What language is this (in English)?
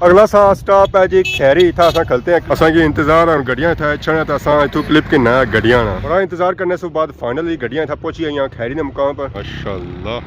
Pahari-Potwari